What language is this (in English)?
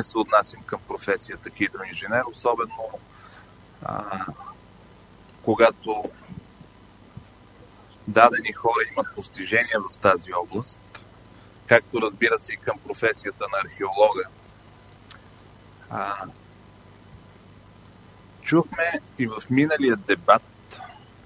Bulgarian